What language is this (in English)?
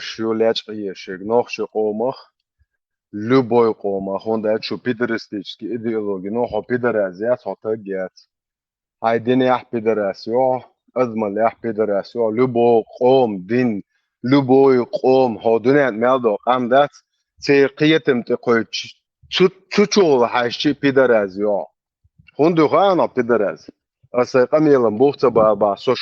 Chechen